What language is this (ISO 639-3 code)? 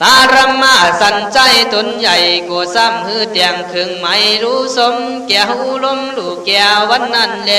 kkh